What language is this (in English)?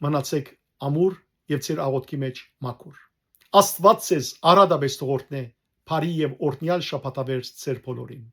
Western Armenian